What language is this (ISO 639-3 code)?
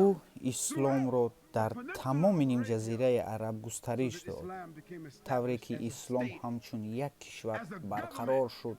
tgk